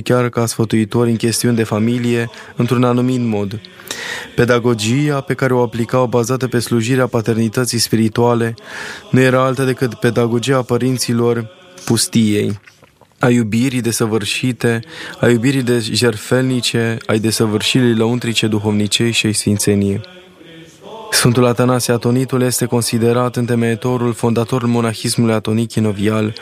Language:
Romanian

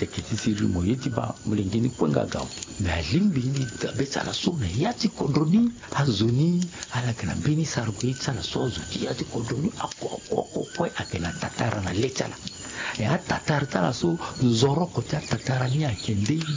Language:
Sango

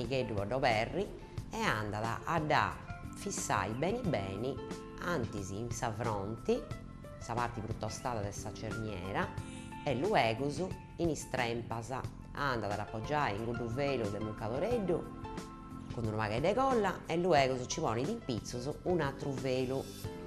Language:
Sardinian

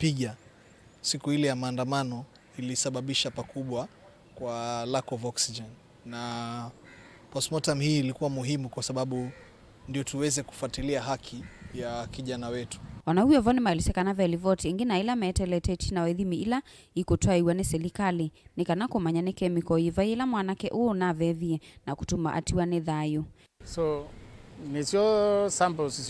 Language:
Kamba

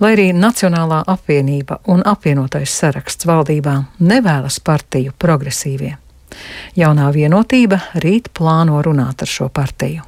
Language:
Latvian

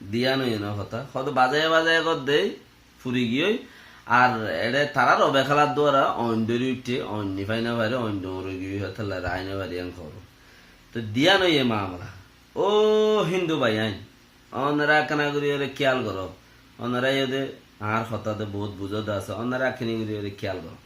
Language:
Rohingya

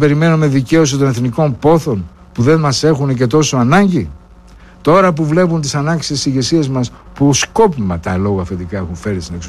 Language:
Greek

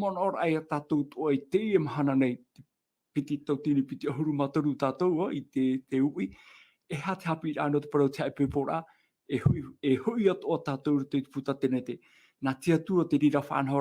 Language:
Tahitian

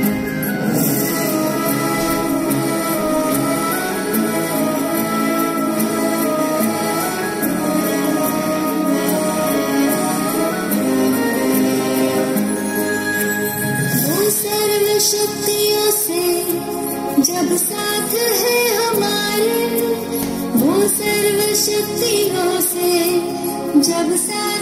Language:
Hindi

